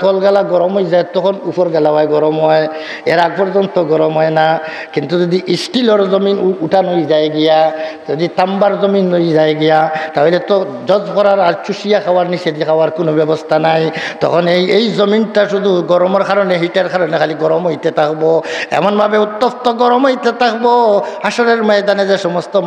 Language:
Sylheti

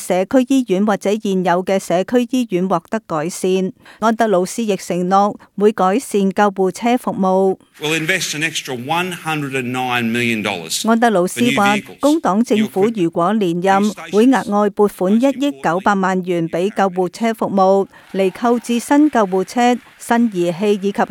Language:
Cantonese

